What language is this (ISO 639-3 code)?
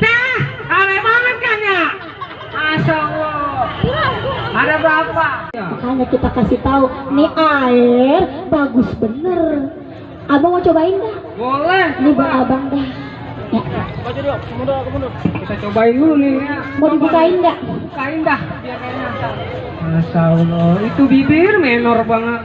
bew